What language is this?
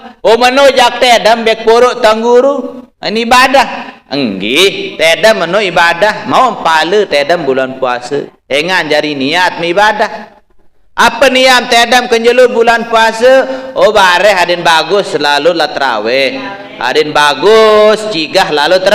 Sasak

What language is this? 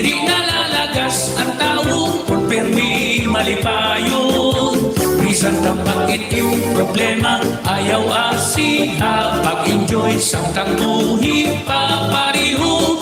Waray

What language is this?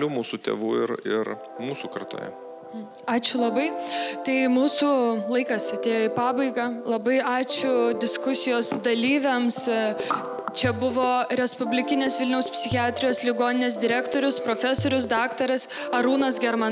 Lithuanian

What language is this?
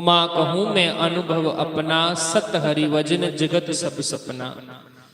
Dogri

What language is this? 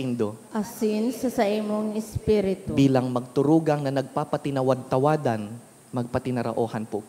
Bikol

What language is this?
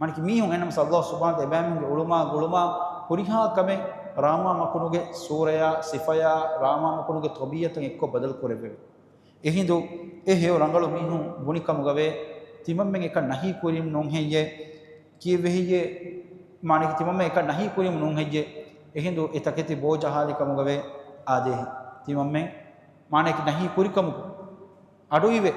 Divehi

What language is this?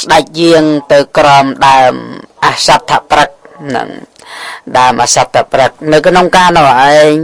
Khmer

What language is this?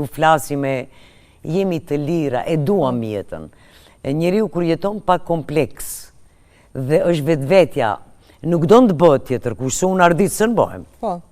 Albanian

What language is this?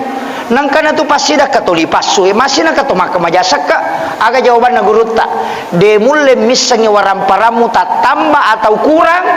Buginese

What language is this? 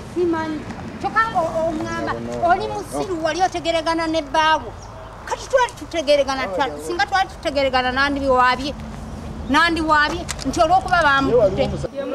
Ganda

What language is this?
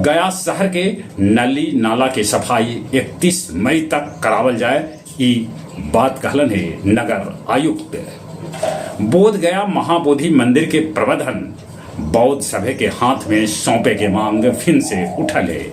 Magahi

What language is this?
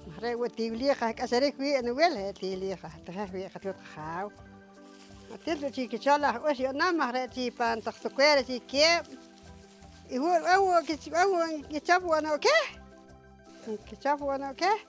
Poqomchi'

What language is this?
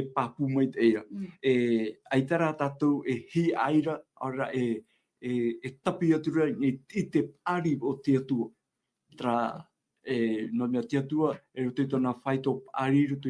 Tahitian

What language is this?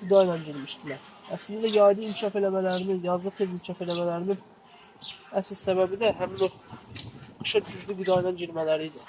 Azerbaijani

